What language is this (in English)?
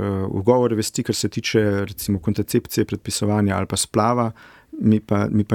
Slovenian